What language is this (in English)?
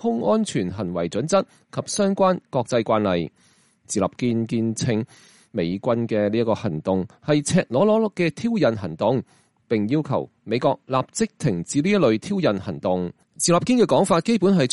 Cantonese